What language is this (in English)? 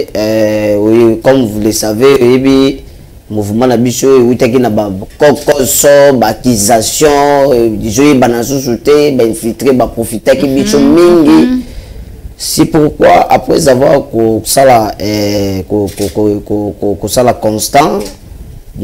Lingala